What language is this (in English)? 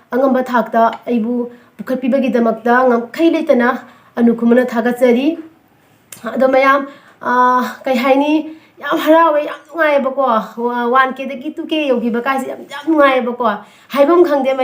Manipuri